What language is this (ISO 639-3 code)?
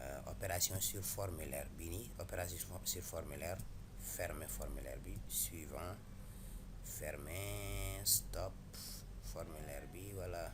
wol